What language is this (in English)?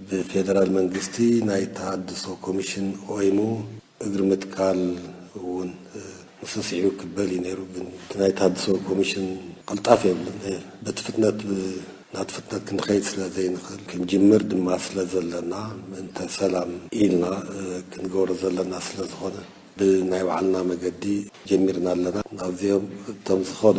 Tigrinya